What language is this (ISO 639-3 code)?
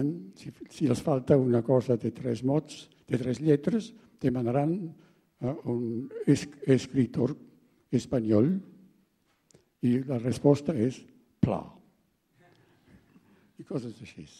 cat